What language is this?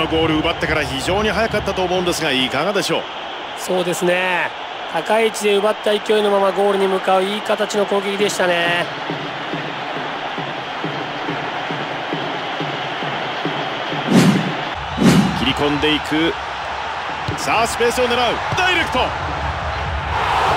Japanese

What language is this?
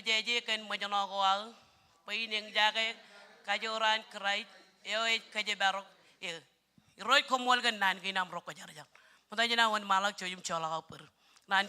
Marshallese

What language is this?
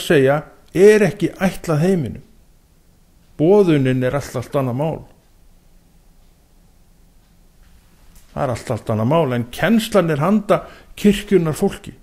Icelandic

